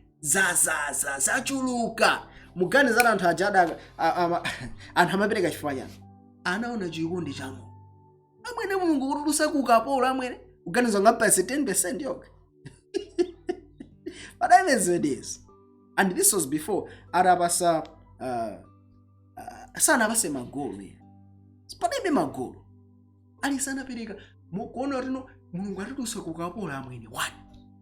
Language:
Nyanja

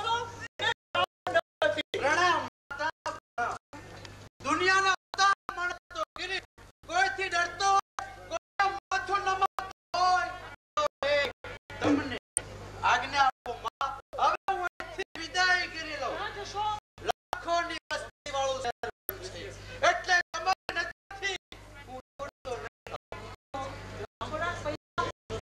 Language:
Gujarati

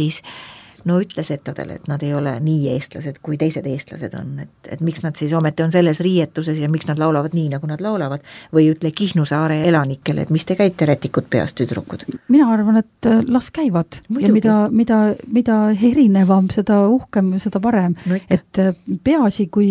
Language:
Estonian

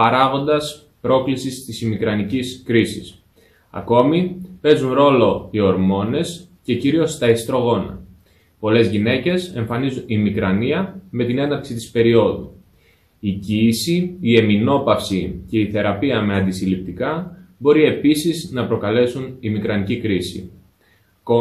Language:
Greek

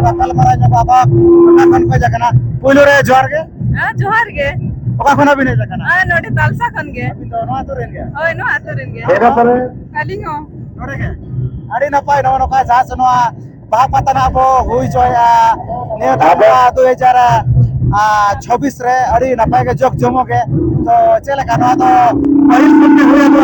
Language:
Santali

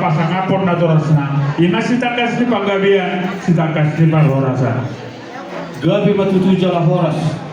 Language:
Batak Toba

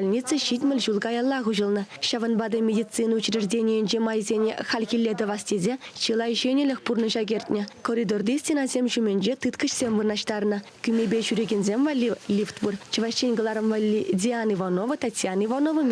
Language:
Chuvash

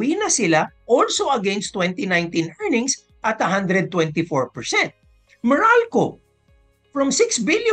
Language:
Filipino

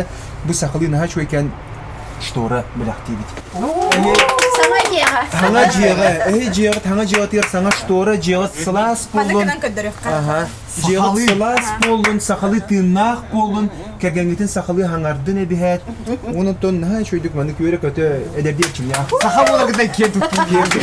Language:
Yakut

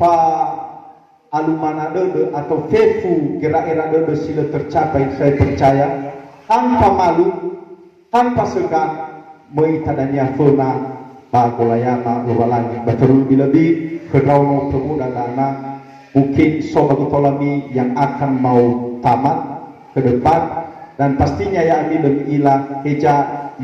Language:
Nias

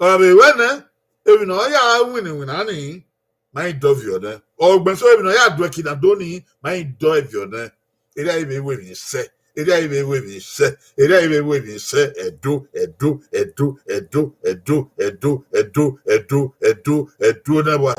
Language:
Bini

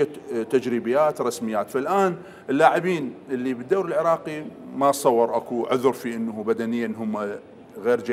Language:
Mesopotamian Arabic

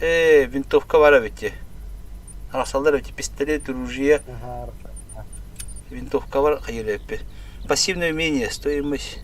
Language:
Yakut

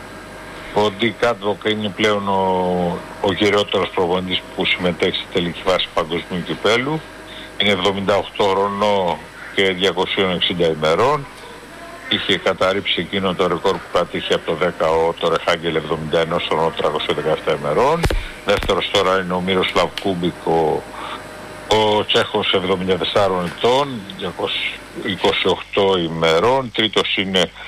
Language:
Greek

